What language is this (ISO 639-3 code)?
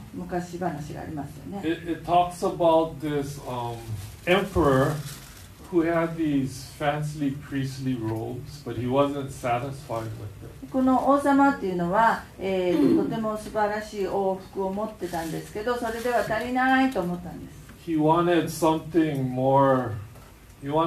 jpn